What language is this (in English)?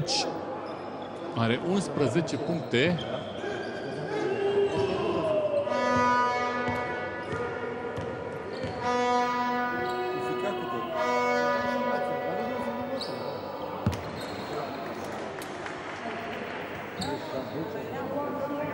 Romanian